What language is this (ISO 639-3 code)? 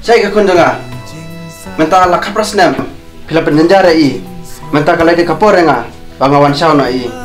kha